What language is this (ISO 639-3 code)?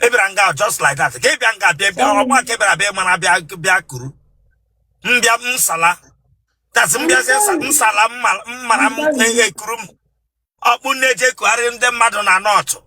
ibo